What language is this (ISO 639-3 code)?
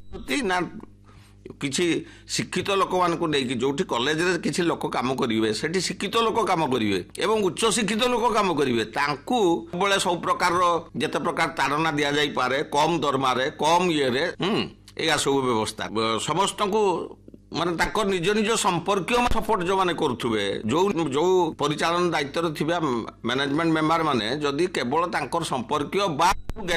ori